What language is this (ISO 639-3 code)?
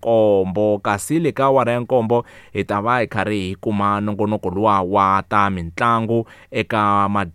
tso